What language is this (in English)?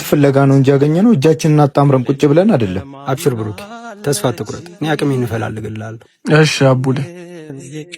Amharic